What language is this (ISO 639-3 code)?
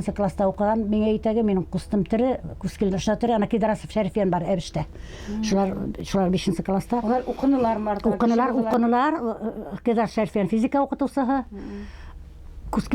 bak